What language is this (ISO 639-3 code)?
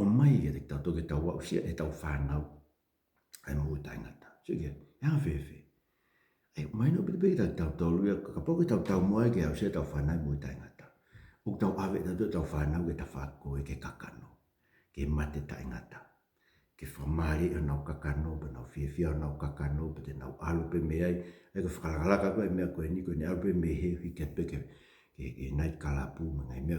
ton